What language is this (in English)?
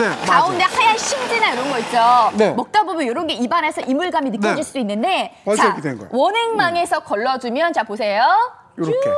Korean